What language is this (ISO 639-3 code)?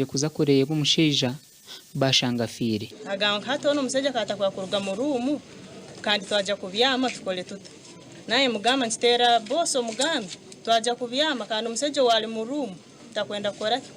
nyn